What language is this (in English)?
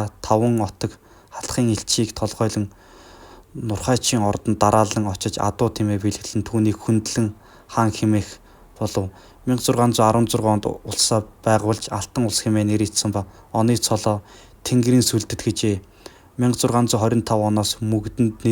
Mongolian